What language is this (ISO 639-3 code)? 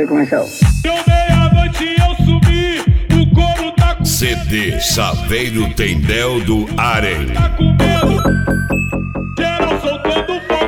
por